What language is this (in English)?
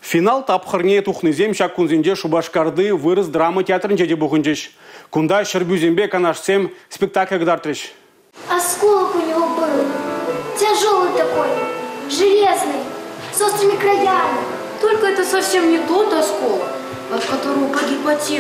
Chuvash